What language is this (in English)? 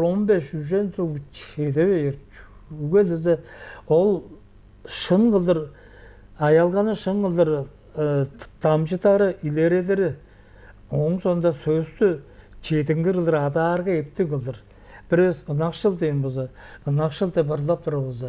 Tuvinian